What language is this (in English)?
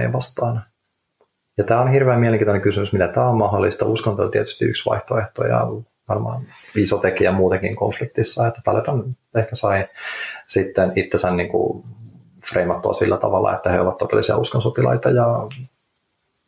Finnish